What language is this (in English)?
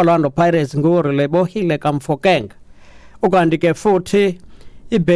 Xhosa